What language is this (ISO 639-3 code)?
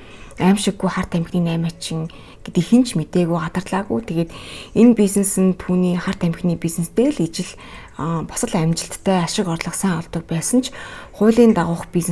mon